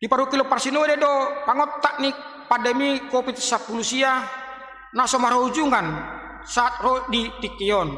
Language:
Batak Toba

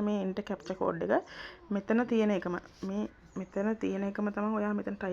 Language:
Sinhala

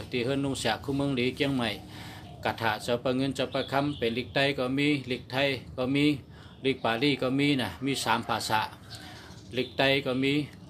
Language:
Shan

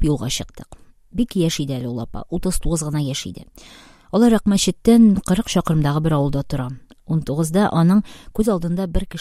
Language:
Tatar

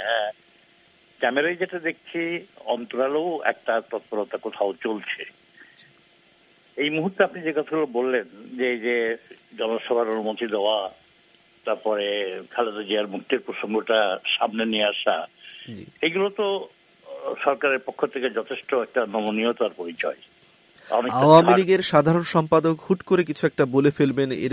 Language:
Bangla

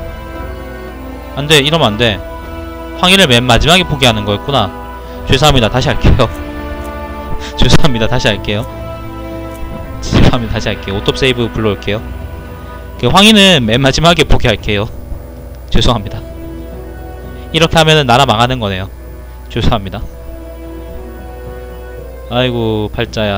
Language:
Korean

